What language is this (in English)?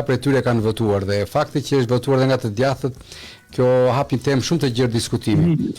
Albanian